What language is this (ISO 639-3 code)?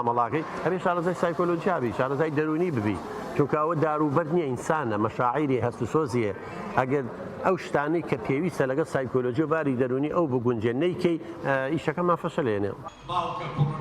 ckb